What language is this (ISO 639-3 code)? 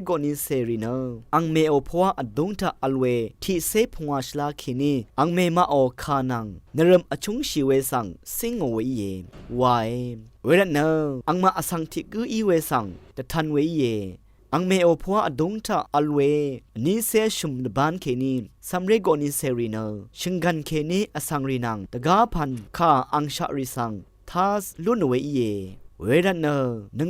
raw